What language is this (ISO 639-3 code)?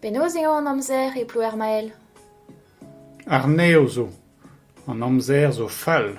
bre